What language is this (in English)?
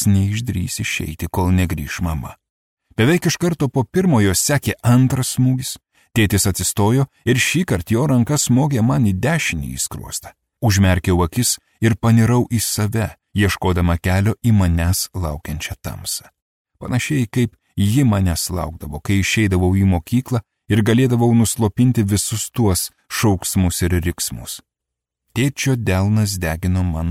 Lithuanian